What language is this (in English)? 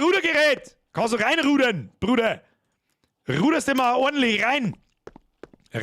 Bavarian